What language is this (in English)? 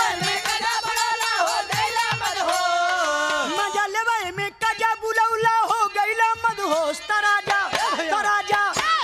Bhojpuri